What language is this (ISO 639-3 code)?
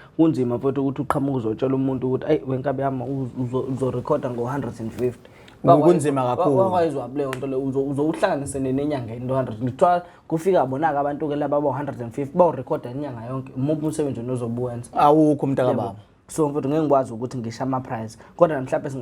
zul